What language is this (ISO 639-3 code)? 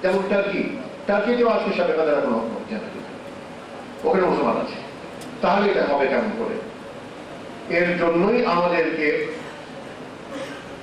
ben